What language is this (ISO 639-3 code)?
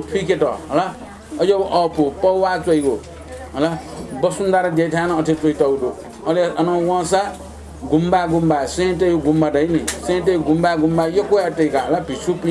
new